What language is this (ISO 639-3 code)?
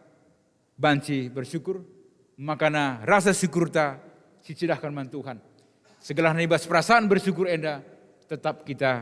btx